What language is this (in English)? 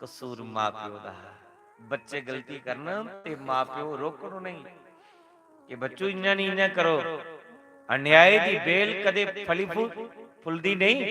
Dogri